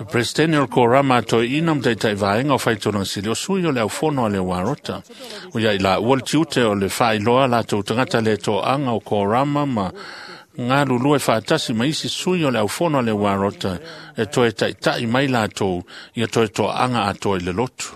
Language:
Samoan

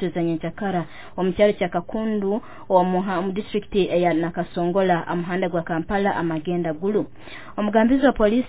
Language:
Nyoro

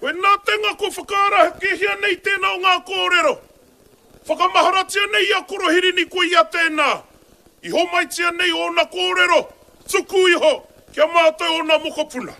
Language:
Māori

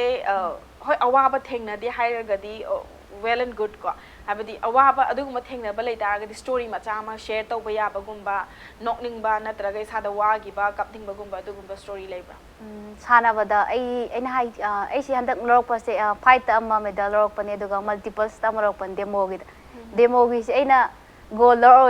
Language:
Manipuri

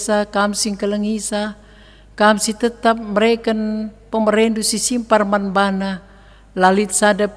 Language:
Batak Karo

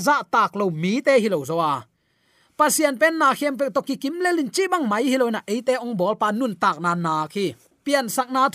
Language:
Tedim Chin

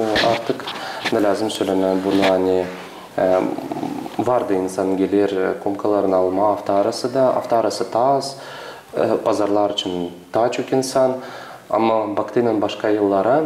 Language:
Gagauz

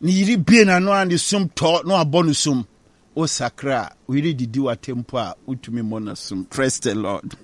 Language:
Akan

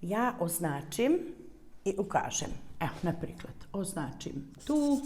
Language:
Rusyn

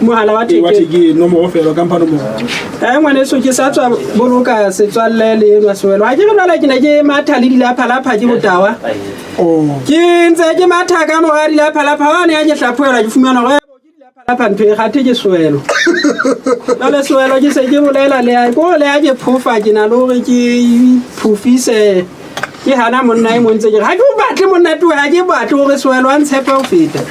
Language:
Southern Sotho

